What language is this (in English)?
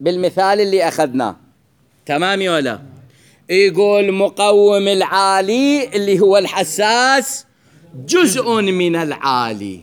Mesopotamian Arabic